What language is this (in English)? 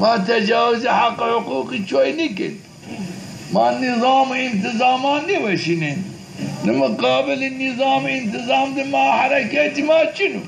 Zaza